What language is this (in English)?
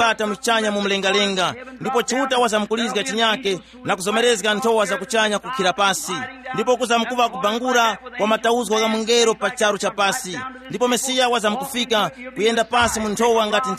Tumbuka